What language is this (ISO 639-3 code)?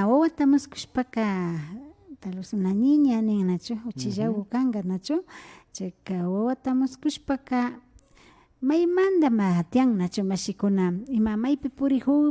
qvi